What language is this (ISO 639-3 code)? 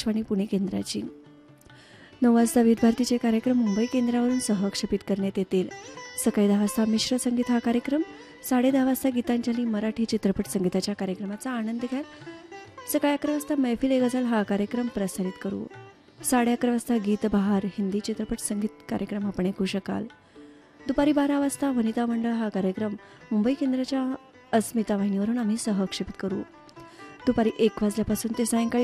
mar